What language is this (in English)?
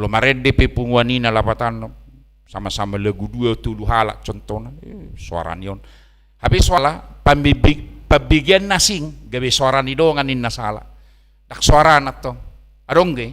Batak Toba